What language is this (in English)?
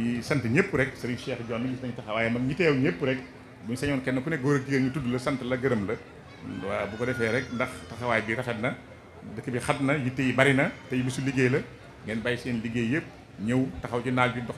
Wolof